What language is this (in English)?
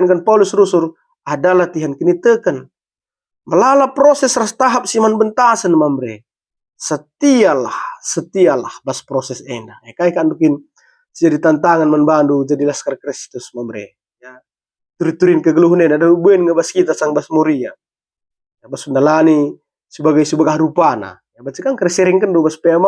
Batak Karo